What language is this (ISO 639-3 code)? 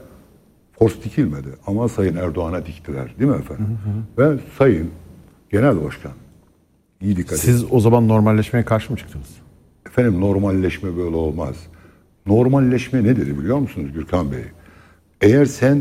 tur